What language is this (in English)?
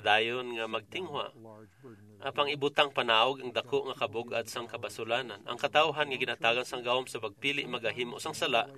Hiligaynon